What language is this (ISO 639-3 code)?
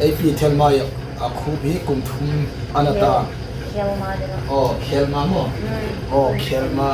hmr